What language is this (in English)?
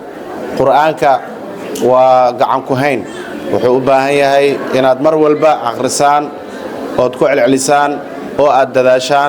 Somali